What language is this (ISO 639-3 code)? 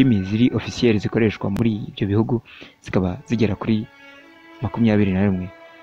kin